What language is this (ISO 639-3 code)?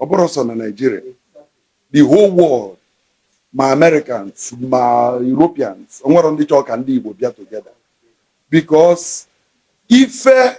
ibo